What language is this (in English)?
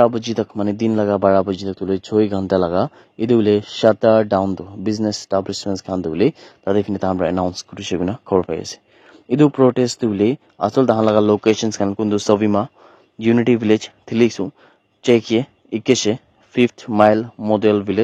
Naga Pidgin